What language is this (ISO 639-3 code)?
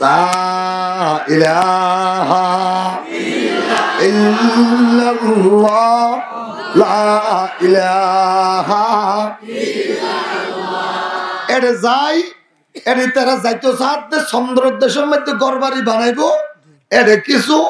rhg